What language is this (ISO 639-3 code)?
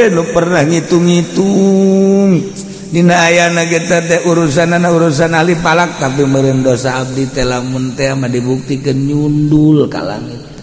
sun